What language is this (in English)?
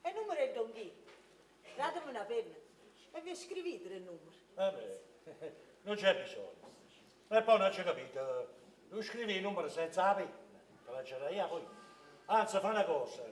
Neapolitan